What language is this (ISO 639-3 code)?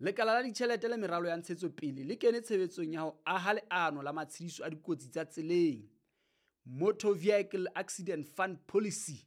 sot